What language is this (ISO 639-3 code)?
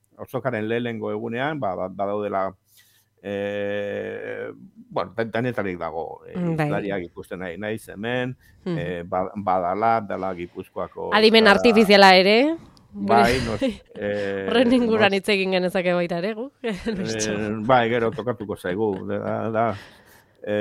eus